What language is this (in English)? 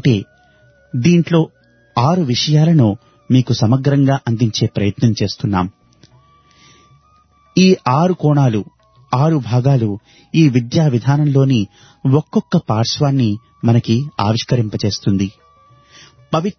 Telugu